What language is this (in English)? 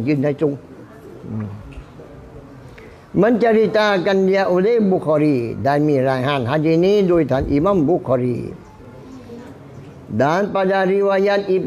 Thai